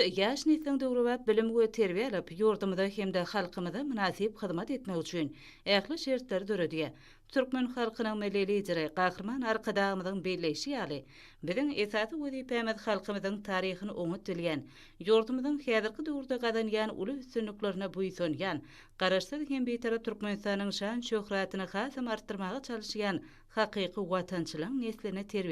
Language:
Turkmen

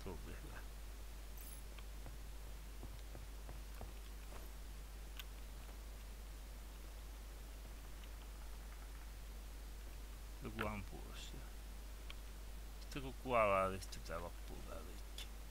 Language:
Finnish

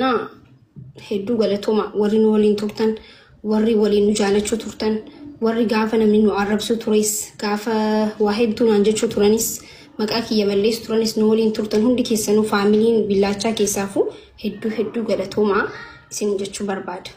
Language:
Oromo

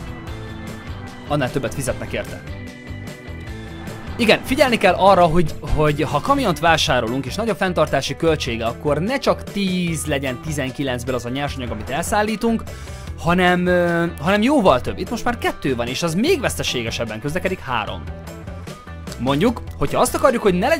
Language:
Hungarian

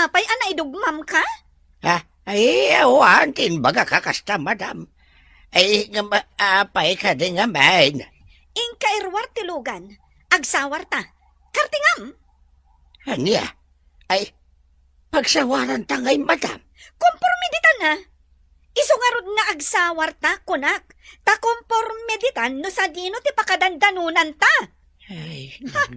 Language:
Iloko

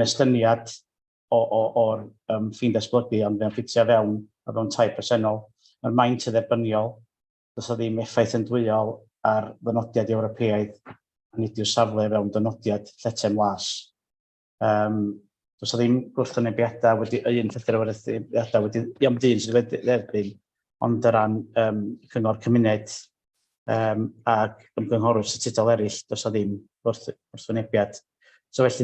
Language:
Welsh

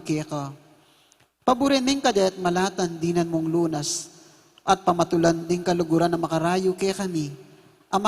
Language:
Pampanga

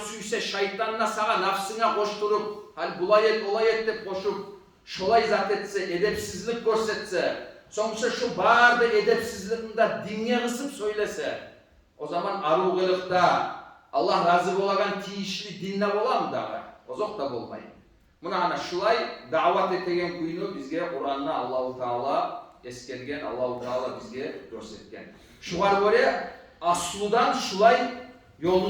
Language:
Kumyk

